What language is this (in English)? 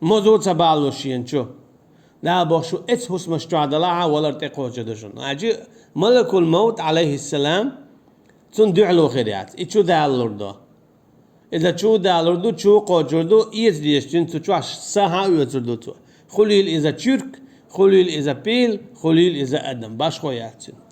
Chechen